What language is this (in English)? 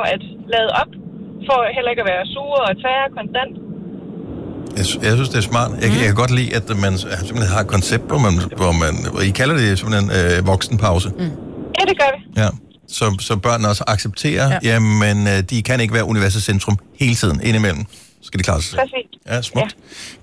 Danish